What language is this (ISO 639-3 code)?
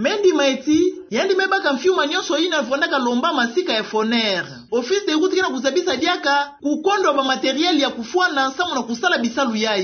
ktu